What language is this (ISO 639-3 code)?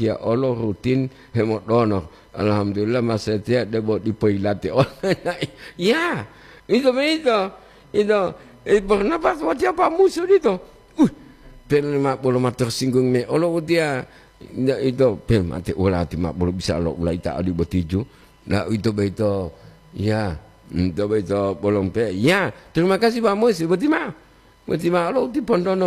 gor